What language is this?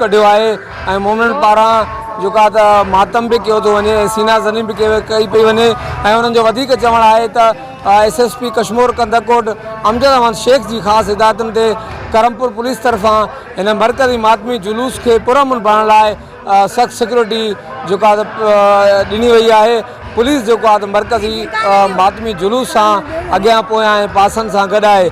Sindhi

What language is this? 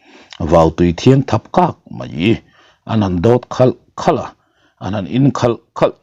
Mizo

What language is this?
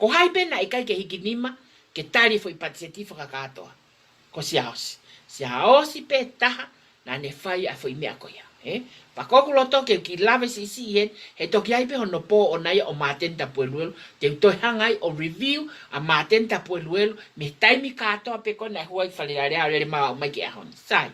Tongan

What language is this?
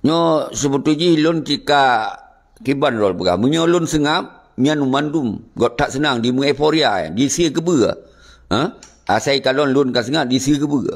Achinese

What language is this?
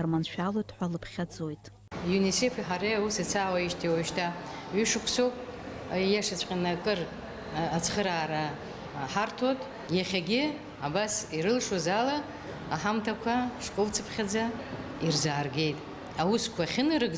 Abkhazian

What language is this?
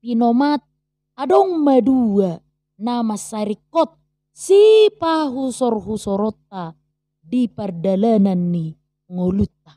Batak Toba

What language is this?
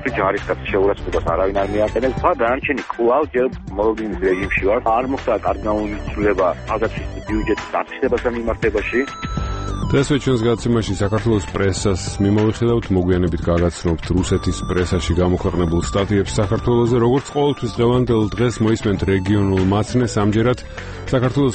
Georgian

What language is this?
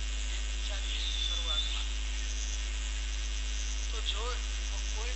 Gujarati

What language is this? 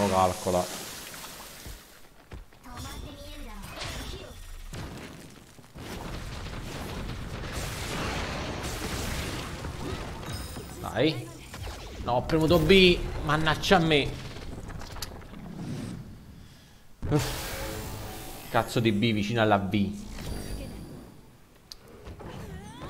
Italian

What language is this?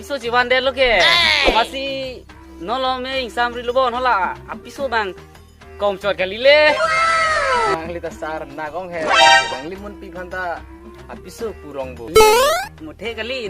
Karbi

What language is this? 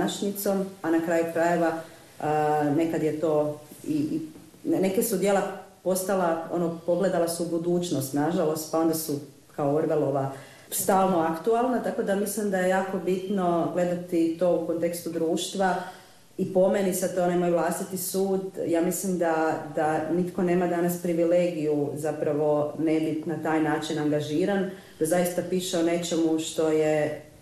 Croatian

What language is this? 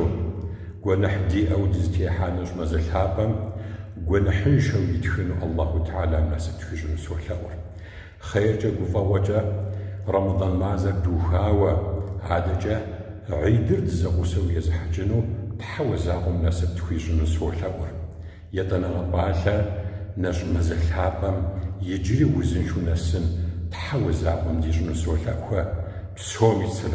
Kabardian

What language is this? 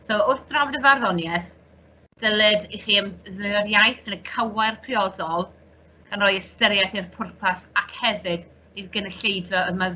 Welsh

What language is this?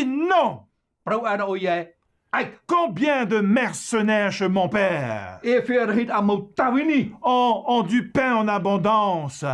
Tahitian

